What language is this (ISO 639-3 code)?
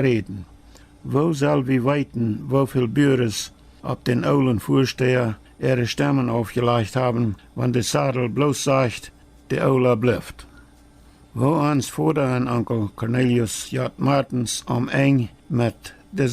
pdt